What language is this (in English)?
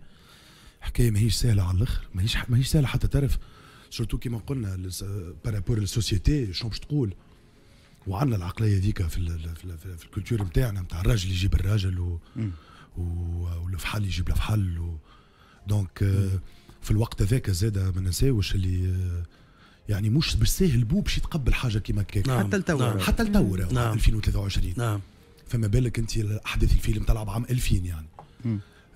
Tunisian Arabic